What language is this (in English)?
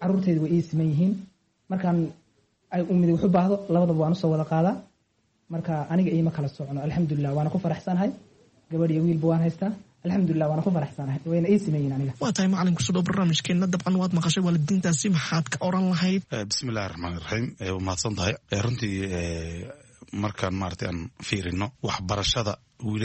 Somali